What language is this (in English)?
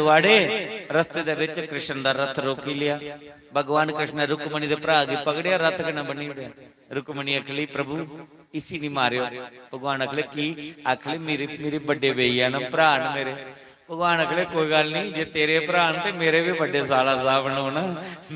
Dogri